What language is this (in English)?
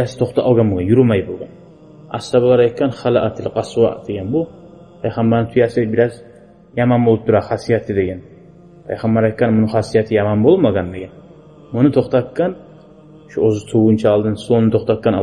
Kumyk